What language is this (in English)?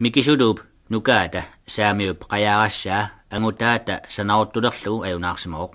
Kalaallisut